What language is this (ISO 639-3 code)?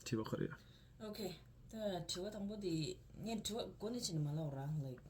bod